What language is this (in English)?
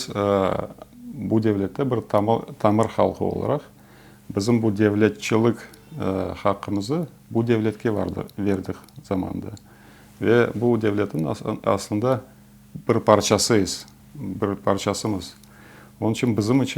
Crimean Tatar